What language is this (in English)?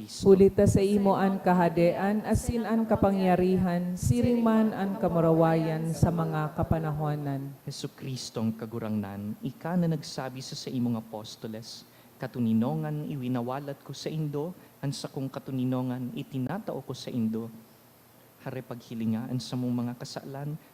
Bikol